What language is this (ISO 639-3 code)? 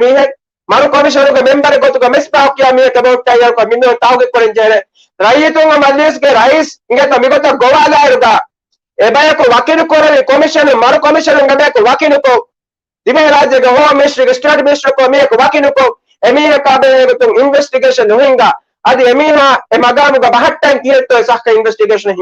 div